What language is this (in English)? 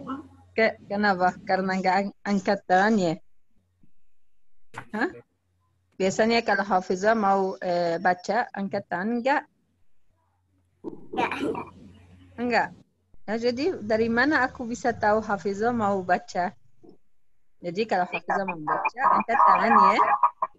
Indonesian